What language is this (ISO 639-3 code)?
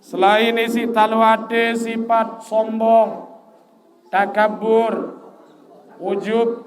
sas